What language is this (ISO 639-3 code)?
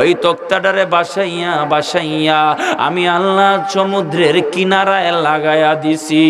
syl